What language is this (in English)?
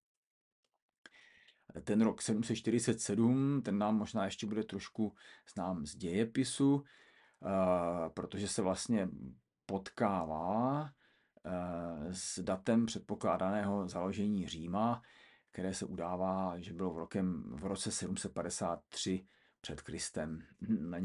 Czech